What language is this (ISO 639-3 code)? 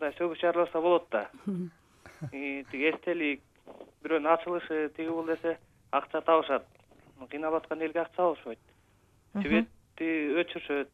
kir